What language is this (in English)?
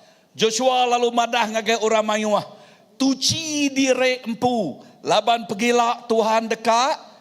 Iban